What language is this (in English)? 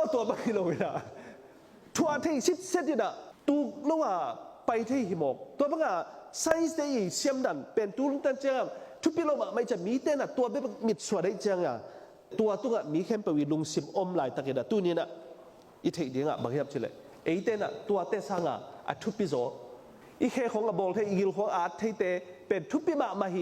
Tedim Chin